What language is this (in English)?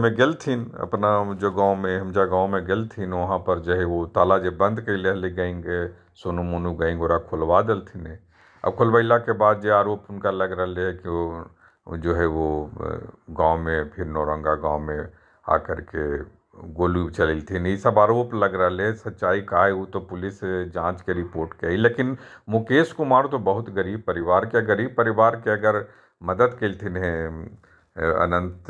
Magahi